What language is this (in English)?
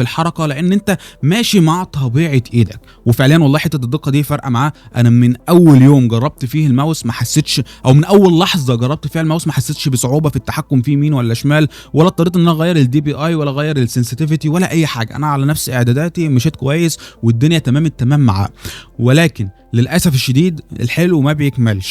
Egyptian Arabic